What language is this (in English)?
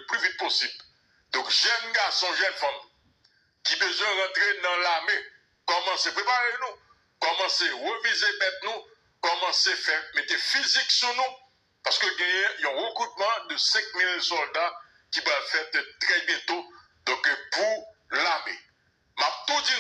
Haitian Creole